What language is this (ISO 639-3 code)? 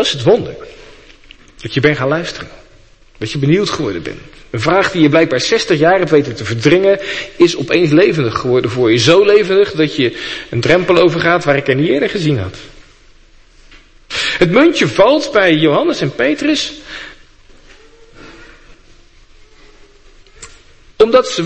nld